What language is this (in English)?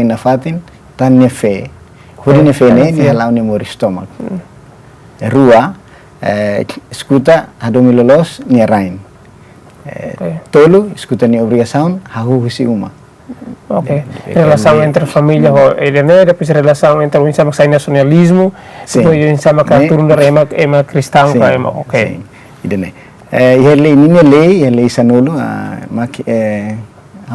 Tetum